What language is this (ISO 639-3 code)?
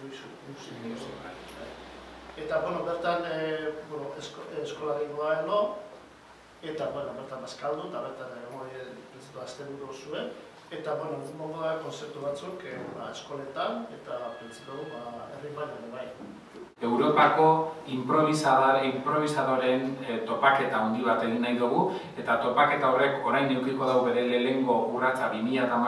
eus